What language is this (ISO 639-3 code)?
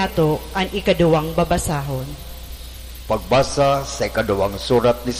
bik